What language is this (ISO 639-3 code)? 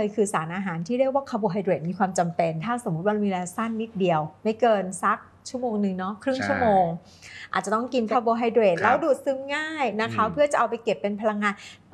tha